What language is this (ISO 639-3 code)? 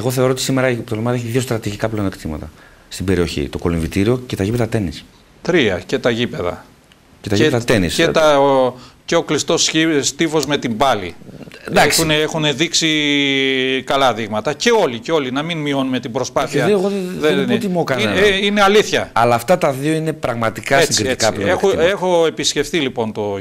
ell